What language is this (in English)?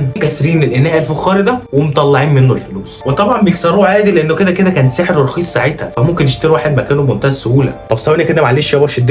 Egyptian Arabic